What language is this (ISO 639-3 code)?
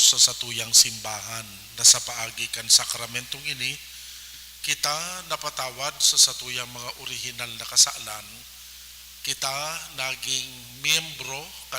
bik